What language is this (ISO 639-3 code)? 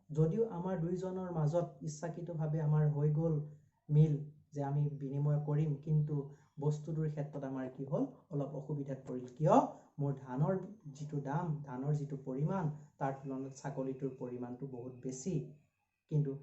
asm